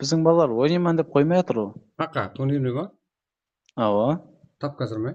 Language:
Kara-Kalpak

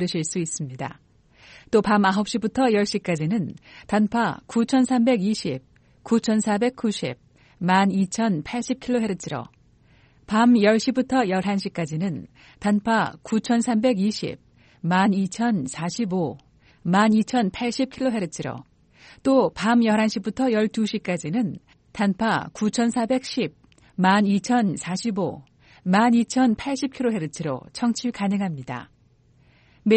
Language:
Korean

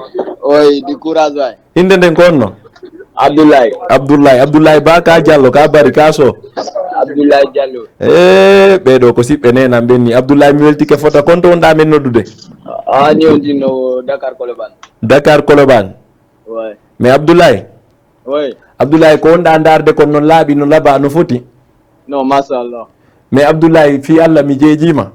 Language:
Fula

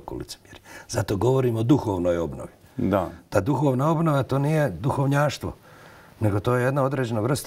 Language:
Bosnian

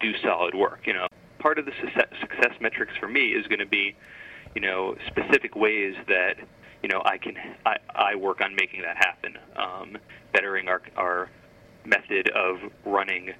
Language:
English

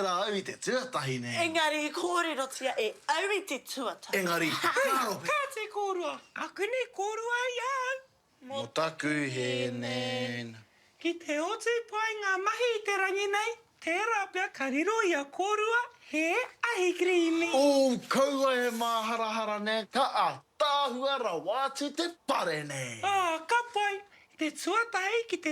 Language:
Māori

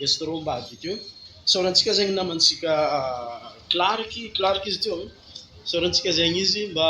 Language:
Malagasy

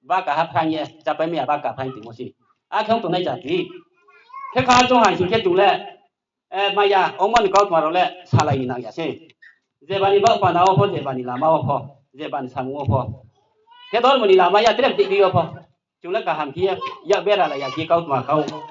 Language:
Riang (India)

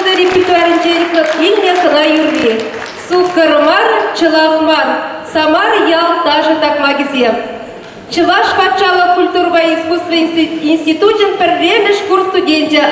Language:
Chuvash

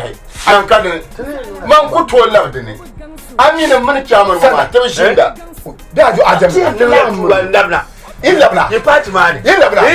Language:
Dagbani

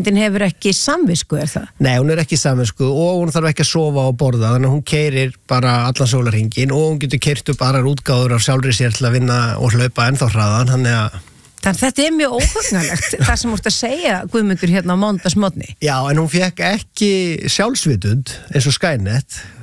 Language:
Icelandic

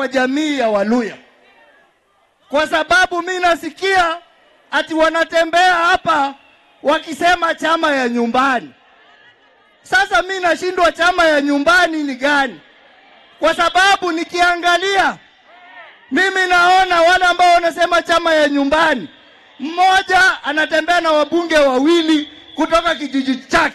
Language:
Swahili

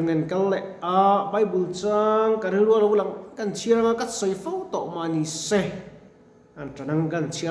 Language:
Mizo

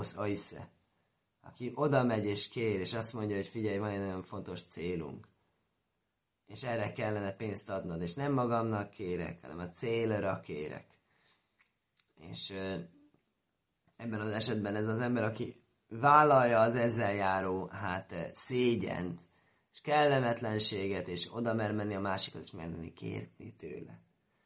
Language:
Hungarian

